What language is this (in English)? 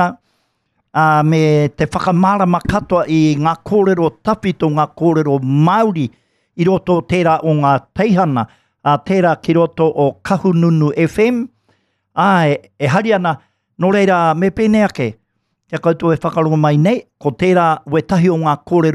Māori